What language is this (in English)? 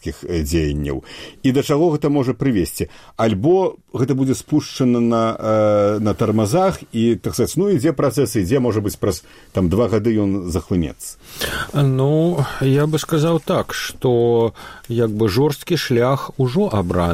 Belarusian